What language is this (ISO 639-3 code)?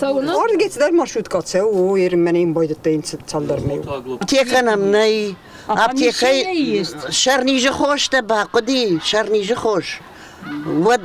oss